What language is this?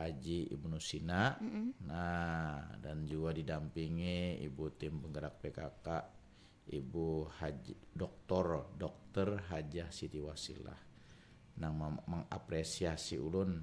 Banjar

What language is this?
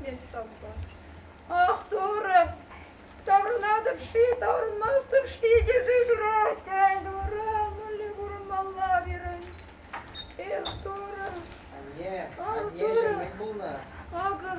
Chuvash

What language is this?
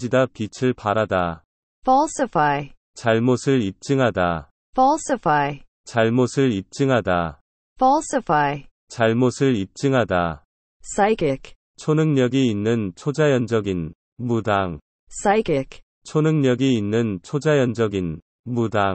Korean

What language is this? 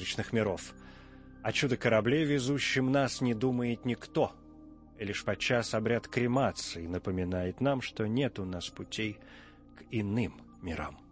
Russian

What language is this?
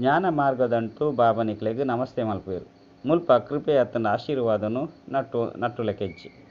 Tulu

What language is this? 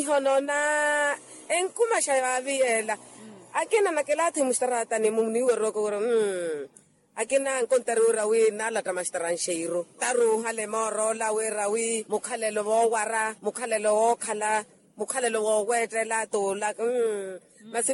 Makhuwa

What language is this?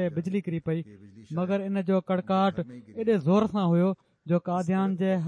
Sindhi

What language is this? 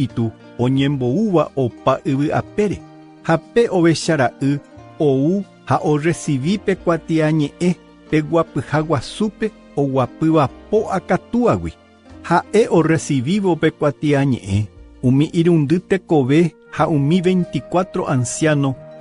Guarani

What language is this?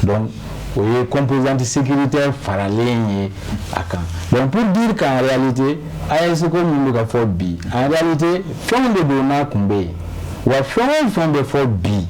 Bambara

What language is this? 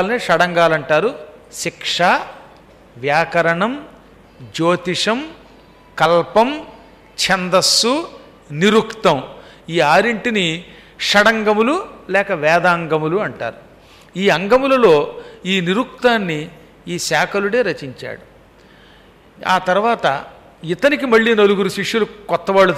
Telugu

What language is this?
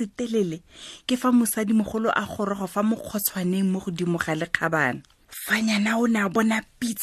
Tswana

